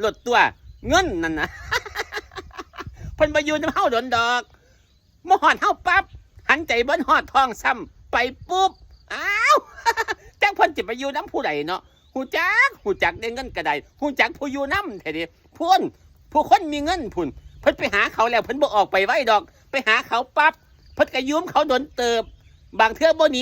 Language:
Lao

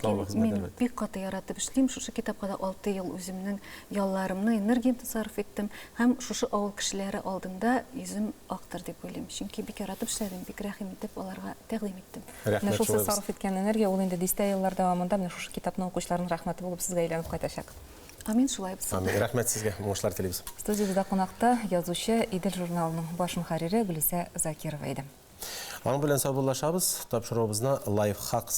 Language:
Tatar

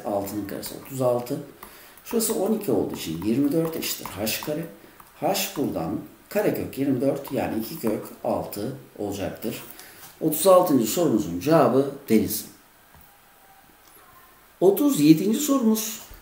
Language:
Turkish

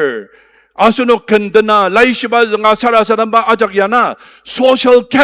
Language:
Ao Naga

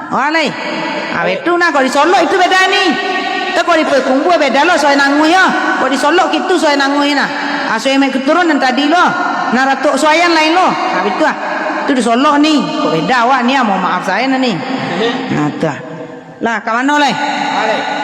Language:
Minangkabau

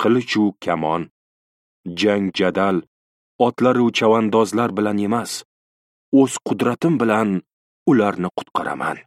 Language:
Uzbek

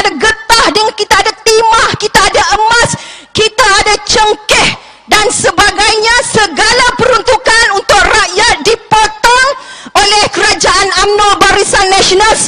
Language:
Malay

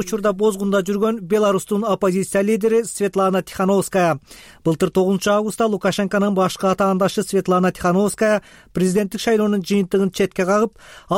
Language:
Kyrgyz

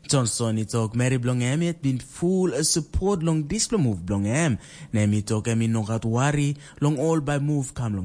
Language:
Tok Pisin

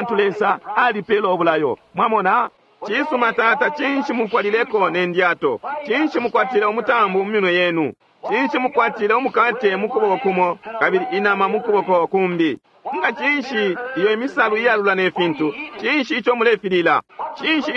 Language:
Bemba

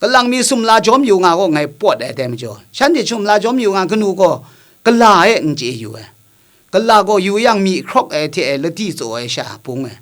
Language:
Kachin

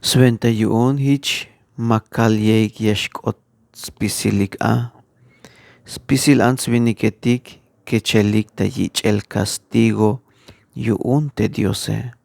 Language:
Tzeltal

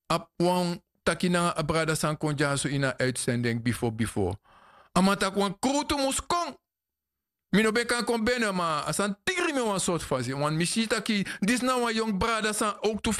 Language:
Sranan Tongo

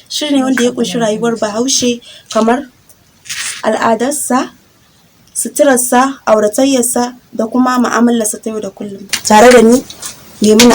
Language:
Hausa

